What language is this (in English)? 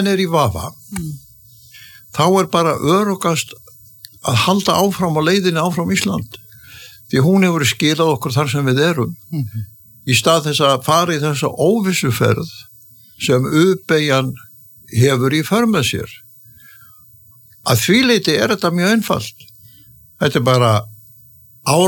Icelandic